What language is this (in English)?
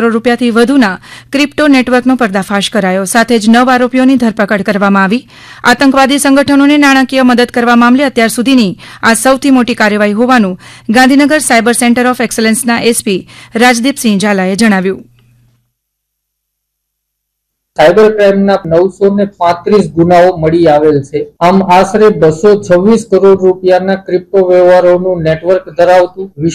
Gujarati